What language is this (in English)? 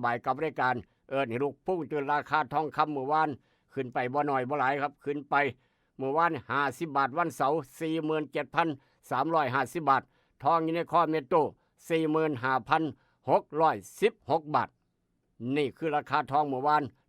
Northeastern Thai